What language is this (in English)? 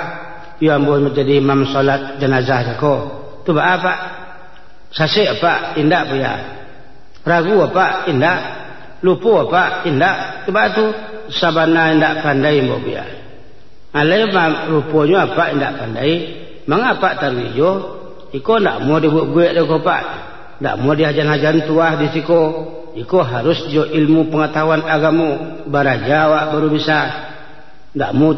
Minangkabau